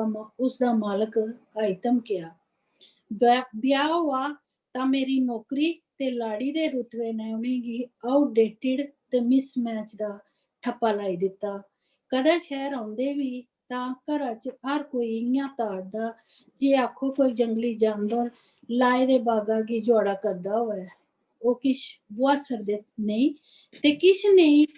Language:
Dogri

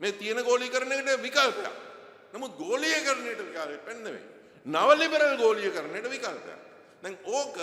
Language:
Sinhala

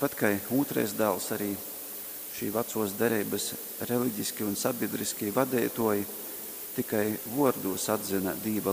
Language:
Latgalian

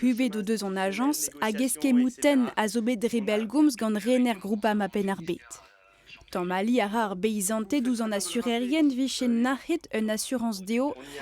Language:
Breton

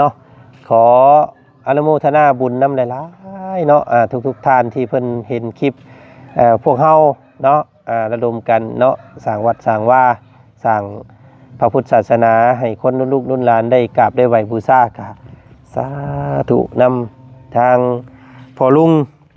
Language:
Lao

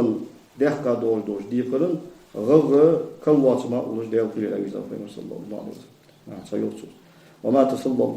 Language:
Ingush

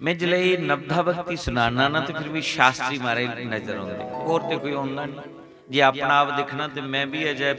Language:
Dogri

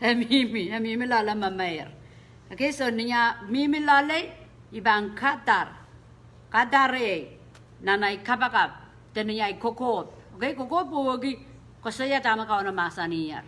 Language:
Pohnpeian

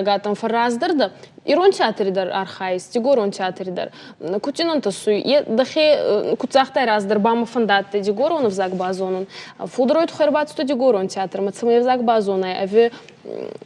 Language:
Ossetic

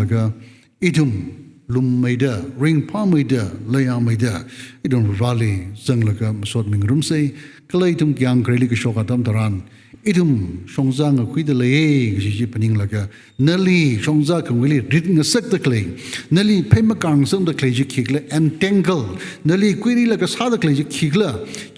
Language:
Tangkhul Naga (India)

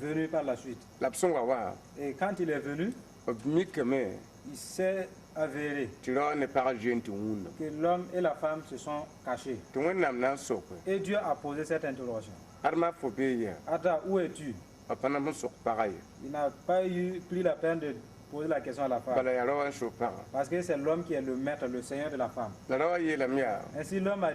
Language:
Mossi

